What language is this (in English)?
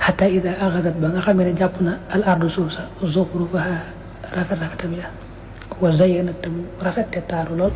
Wolof